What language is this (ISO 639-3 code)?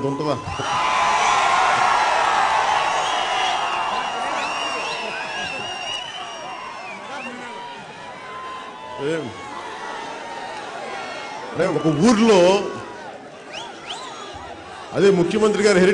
tel